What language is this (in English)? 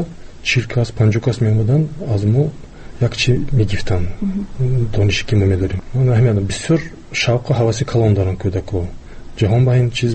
Tajik